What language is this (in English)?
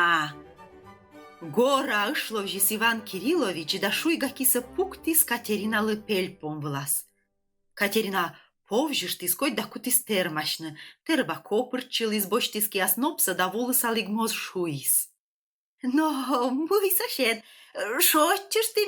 Komi